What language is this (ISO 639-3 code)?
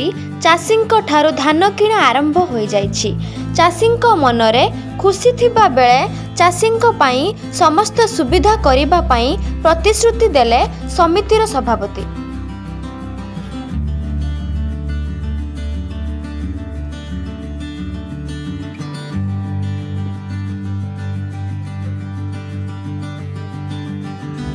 ori